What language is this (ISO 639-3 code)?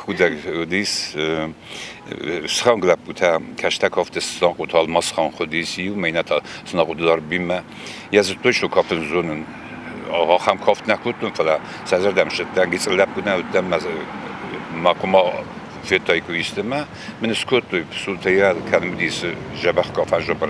oss